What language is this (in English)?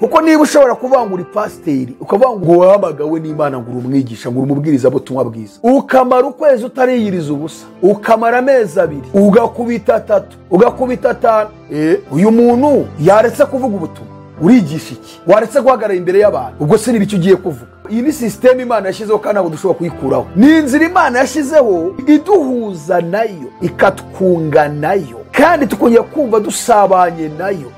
Kinyarwanda